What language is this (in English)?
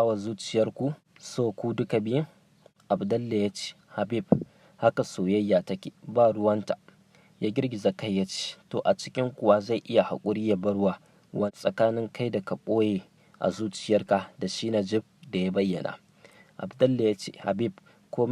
Hausa